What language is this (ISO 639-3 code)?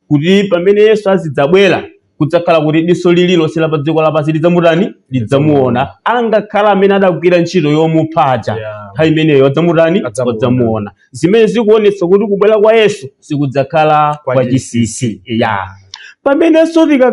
nya